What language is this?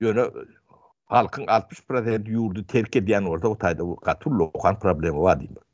Turkmen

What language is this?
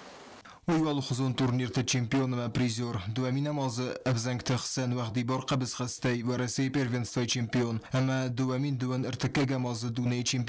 Ossetic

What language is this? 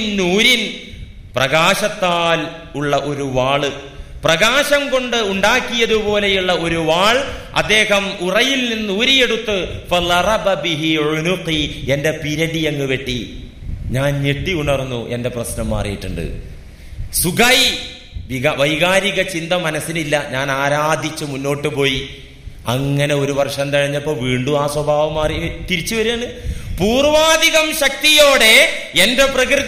Malayalam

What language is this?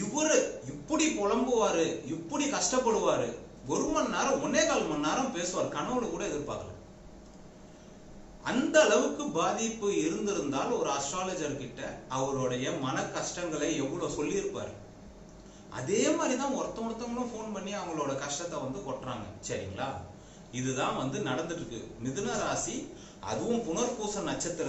Tamil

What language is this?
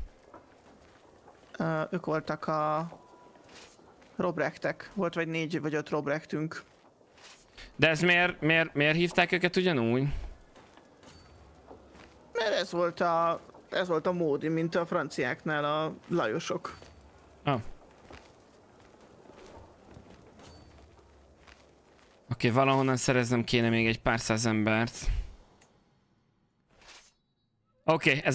Hungarian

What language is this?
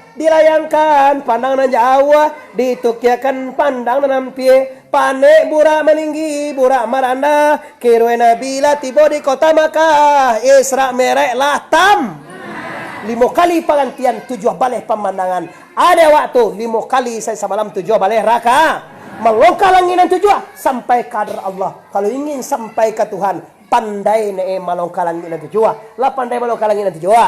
Minangkabau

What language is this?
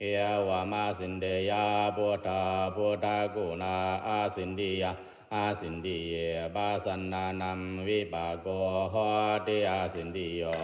Pali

